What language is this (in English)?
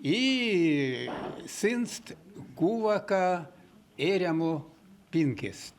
Erzya